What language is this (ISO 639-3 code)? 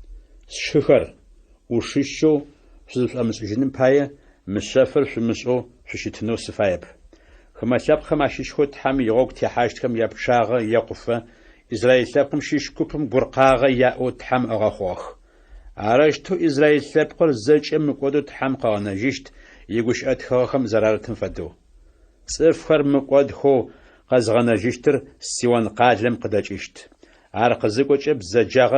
ady